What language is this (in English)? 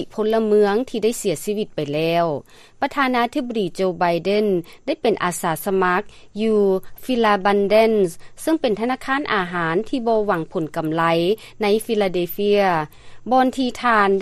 Lao